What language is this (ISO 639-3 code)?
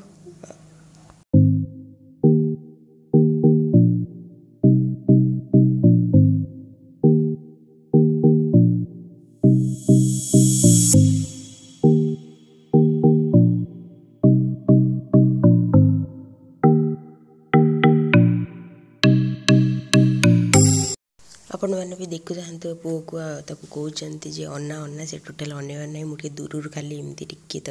ori